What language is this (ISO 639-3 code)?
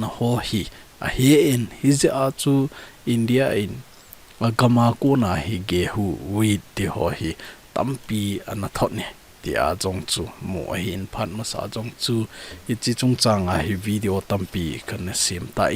tcz